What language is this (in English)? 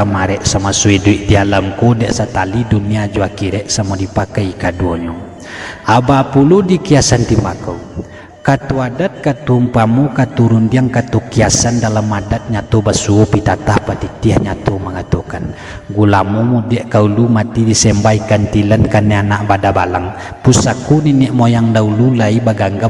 Minangkabau